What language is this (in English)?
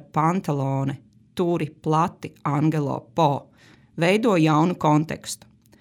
Latvian